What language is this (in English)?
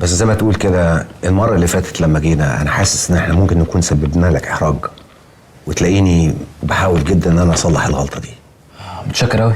Egyptian Arabic